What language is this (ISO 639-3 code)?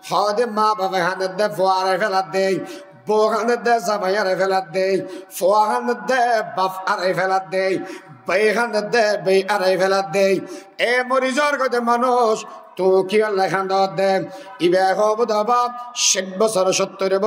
rhg